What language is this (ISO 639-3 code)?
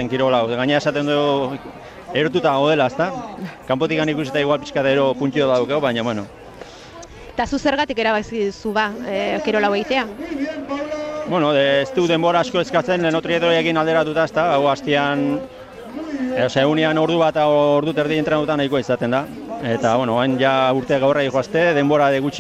eus